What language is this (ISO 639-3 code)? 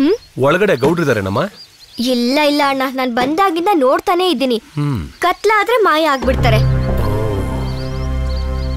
kan